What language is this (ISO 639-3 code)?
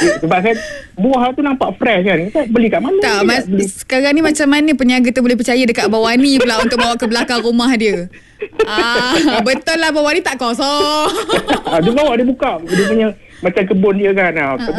msa